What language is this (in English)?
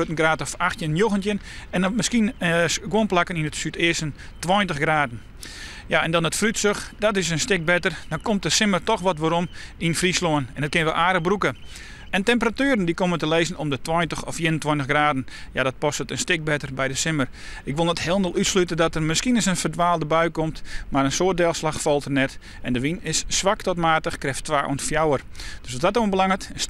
Western Frisian